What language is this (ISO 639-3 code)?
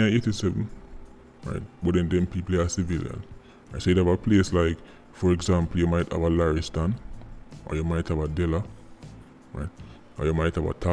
jam